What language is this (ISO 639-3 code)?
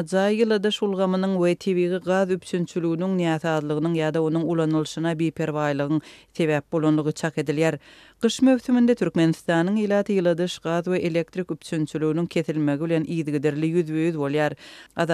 tuk